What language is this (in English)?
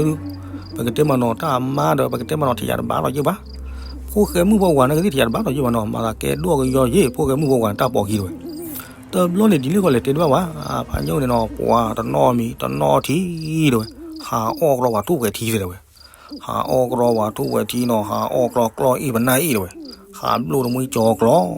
S'gaw Karen